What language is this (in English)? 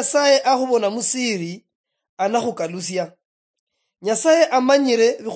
Luyia